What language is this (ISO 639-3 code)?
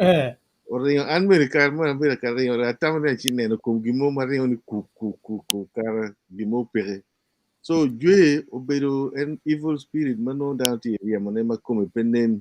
ach